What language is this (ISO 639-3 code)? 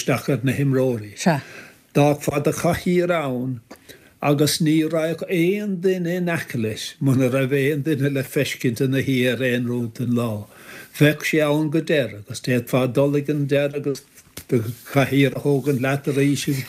gle